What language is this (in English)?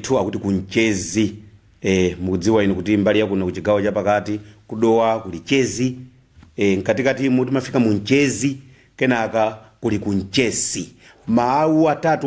Nyanja